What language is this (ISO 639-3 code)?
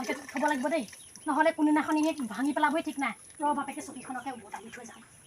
asm